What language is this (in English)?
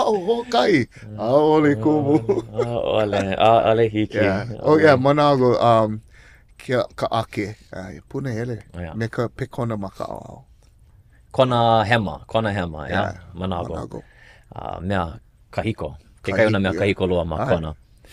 Hawaiian